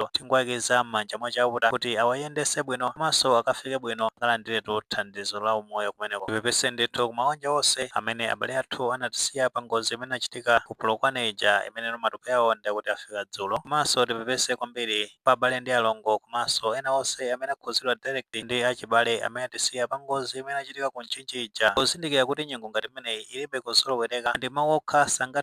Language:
Nyanja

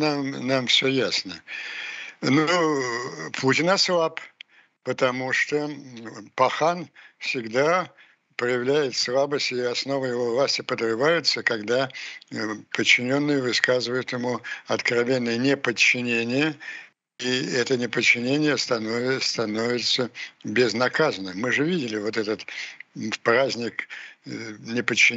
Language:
Russian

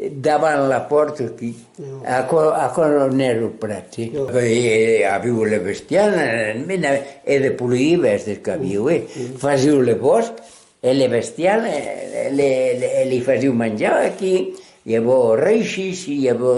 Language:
Occitan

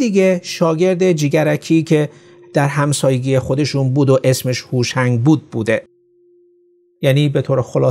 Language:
Persian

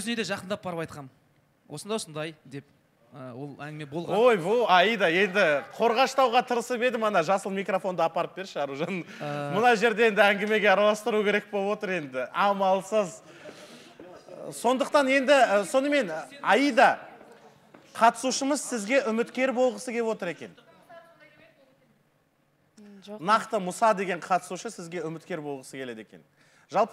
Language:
Kazakh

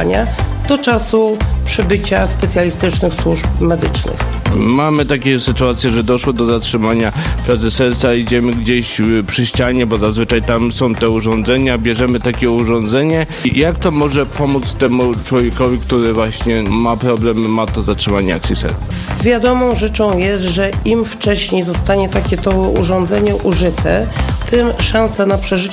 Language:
Polish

